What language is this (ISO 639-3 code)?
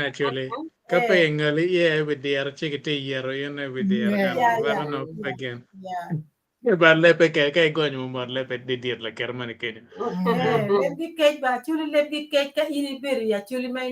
ach